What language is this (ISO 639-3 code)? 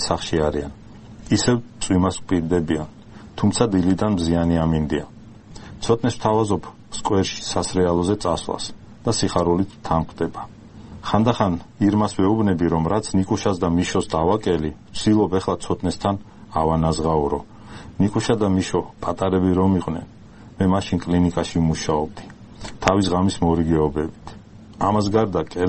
kat